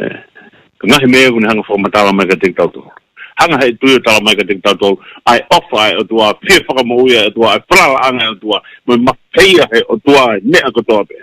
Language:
Tongan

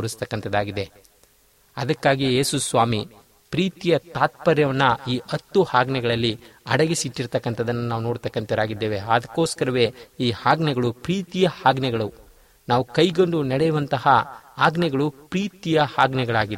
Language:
Kannada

